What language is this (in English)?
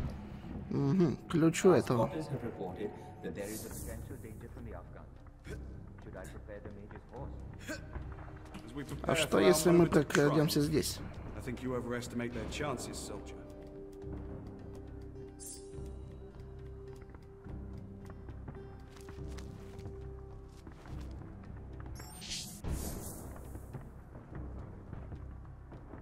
Russian